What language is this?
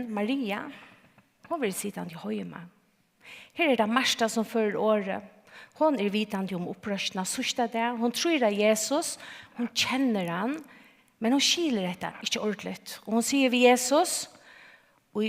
Faroese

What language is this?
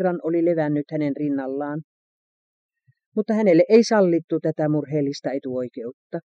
Finnish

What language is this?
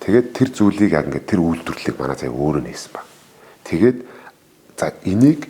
Mongolian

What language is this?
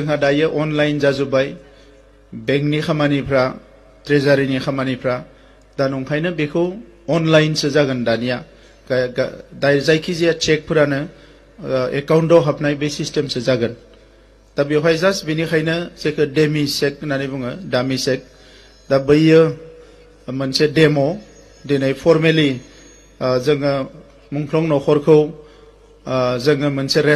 Bodo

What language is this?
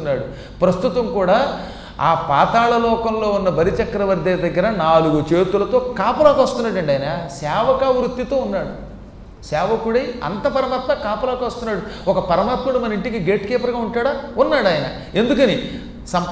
Telugu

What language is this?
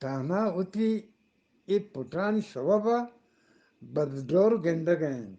Eastern Balochi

